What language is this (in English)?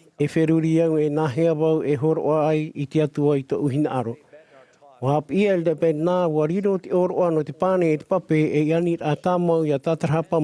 Tahitian